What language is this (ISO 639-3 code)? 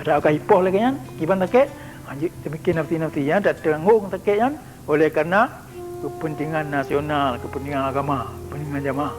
ace